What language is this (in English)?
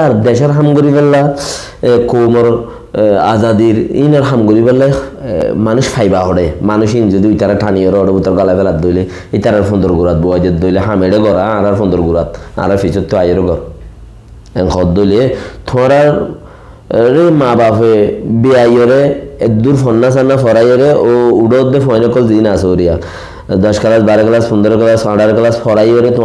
Rohingya